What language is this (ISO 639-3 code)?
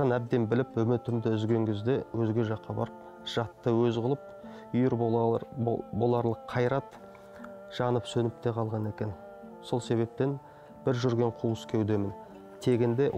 kaz